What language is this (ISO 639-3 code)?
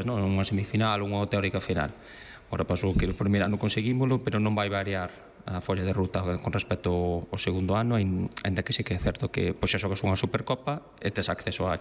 glg